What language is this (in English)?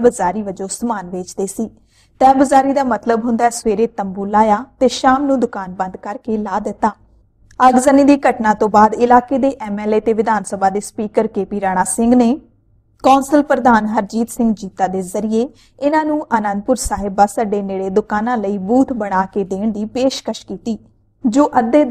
Punjabi